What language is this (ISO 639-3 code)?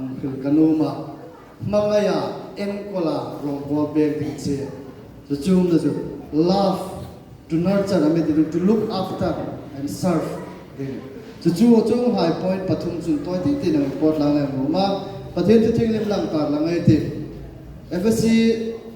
hmr